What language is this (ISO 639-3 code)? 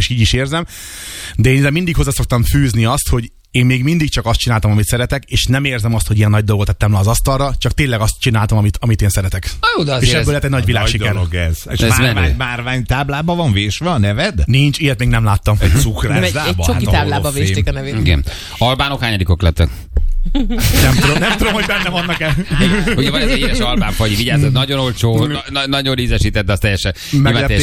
hun